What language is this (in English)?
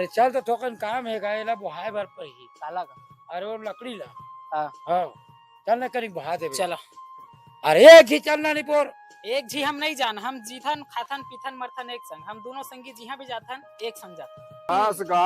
Chhattisgarhi